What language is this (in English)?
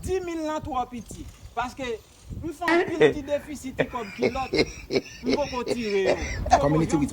Haitian Creole